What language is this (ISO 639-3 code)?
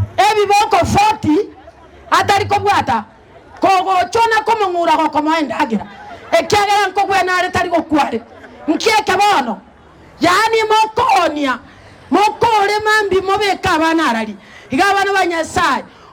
guz